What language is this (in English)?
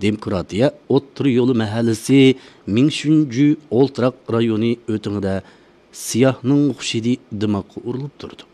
Uyghur